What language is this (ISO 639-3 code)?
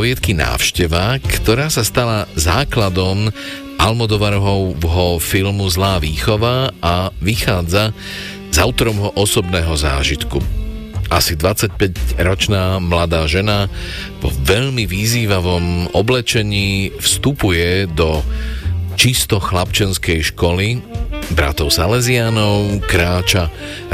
slk